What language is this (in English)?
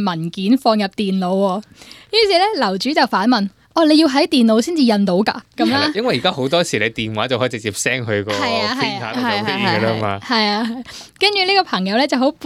Cantonese